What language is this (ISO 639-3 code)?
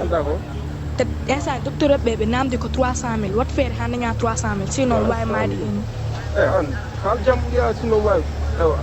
ful